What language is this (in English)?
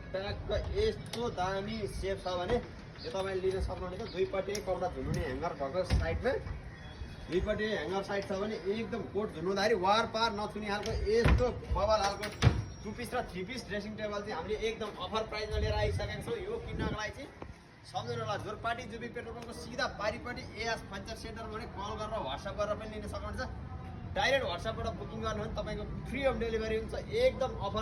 Nepali